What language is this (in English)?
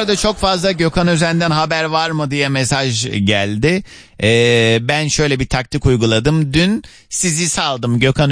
Turkish